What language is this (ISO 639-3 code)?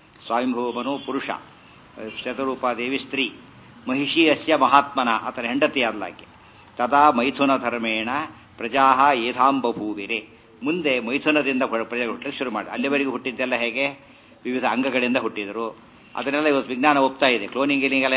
kan